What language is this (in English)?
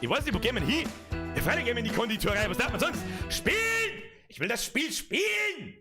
Bavarian